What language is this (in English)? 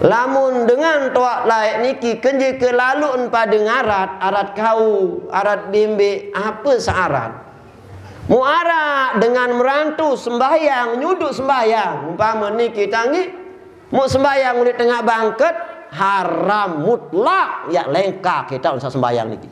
Sasak